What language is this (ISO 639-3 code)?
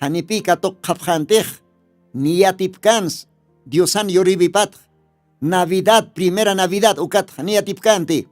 aym